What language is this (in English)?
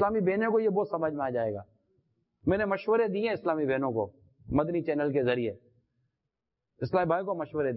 Urdu